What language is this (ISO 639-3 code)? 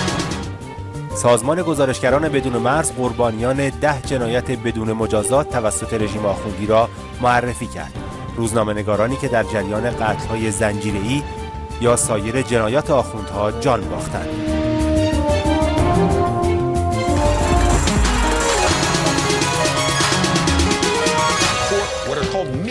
fas